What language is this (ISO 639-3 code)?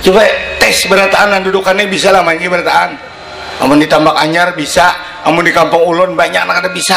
bjn